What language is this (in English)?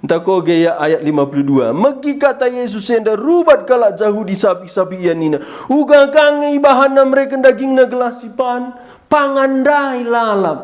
Batak Karo